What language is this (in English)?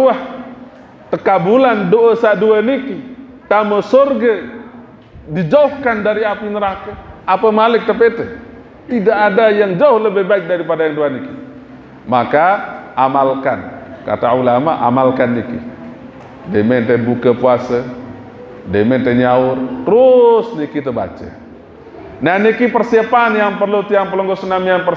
Sasak